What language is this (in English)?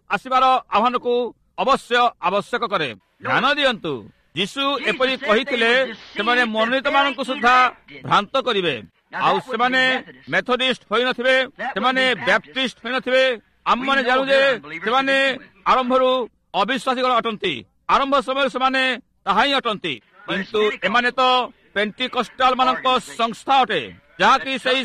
Odia